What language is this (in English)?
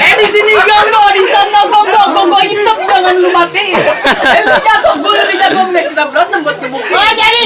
Betawi